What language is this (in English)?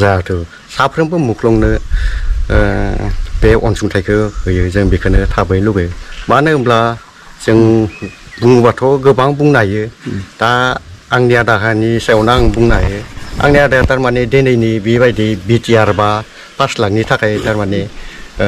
Bodo